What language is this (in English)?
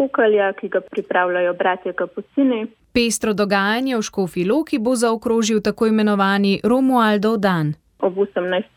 Slovenian